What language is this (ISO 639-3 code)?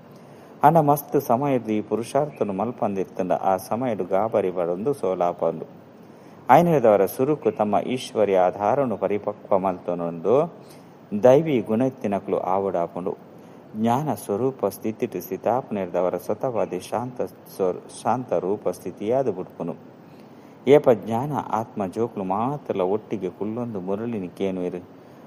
tcy